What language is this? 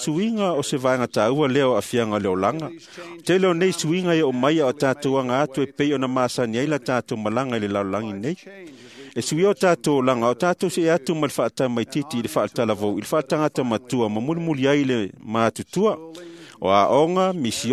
Samoan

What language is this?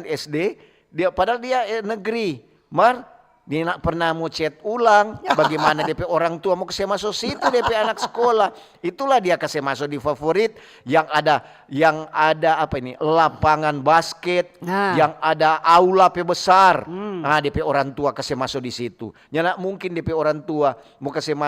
Manado Malay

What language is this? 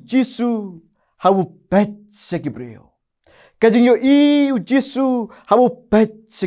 Khasi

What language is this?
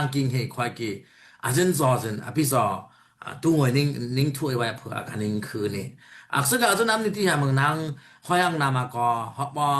Daai Chin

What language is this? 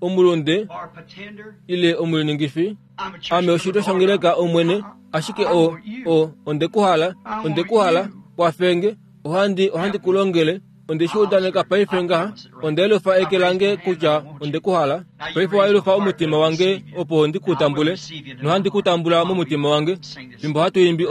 Kuanyama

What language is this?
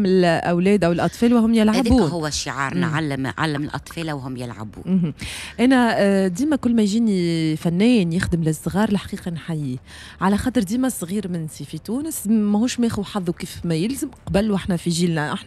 Tunisian Arabic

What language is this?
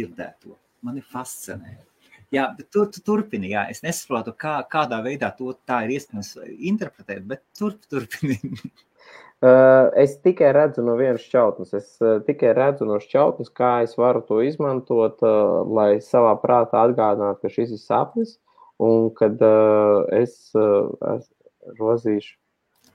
Latvian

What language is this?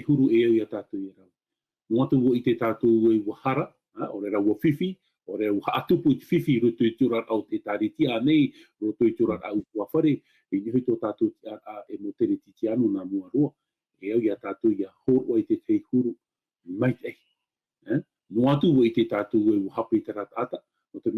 Tahitian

